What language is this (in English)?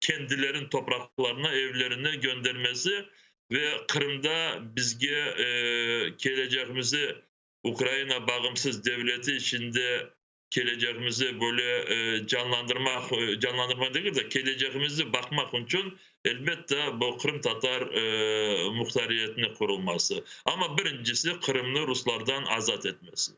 Crimean Tatar